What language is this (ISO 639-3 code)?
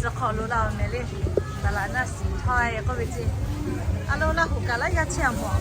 lhu